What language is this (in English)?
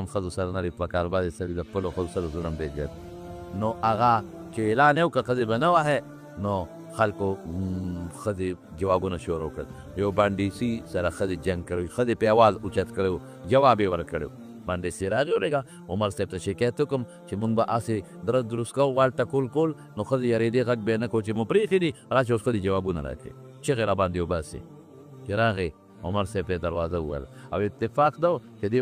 Pashto